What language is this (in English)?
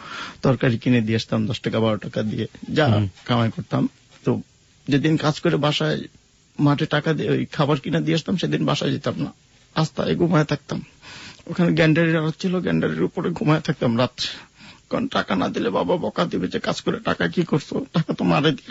Bangla